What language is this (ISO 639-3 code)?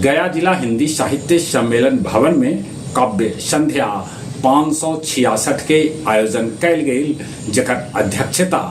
mag